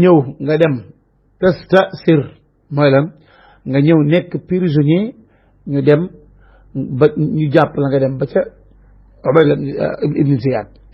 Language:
Wolof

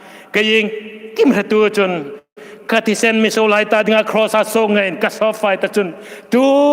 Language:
Hmar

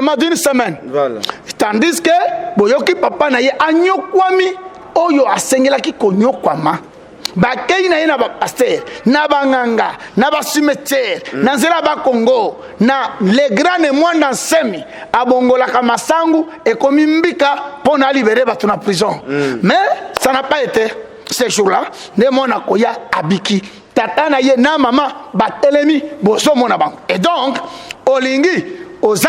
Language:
Lingala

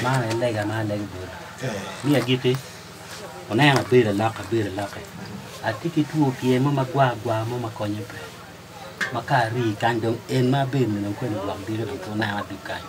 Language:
Acoli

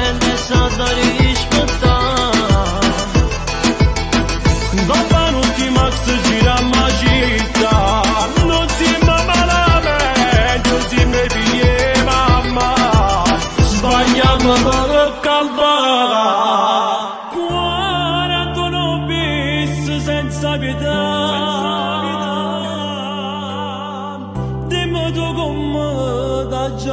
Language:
Italian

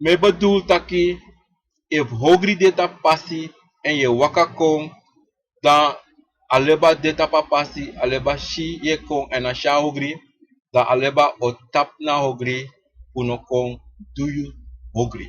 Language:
Sranan Tongo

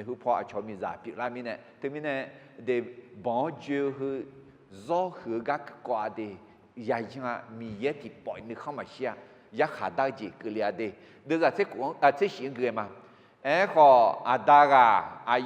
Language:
Akha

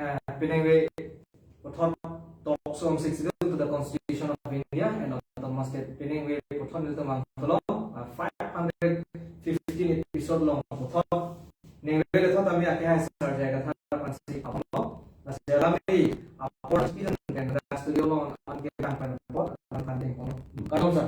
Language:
Karbi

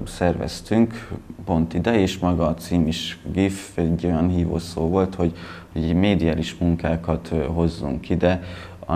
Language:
Hungarian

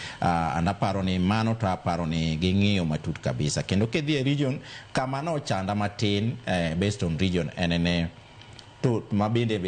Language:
Luo (Kenya and Tanzania)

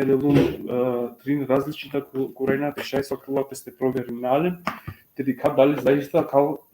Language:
Balkan Romani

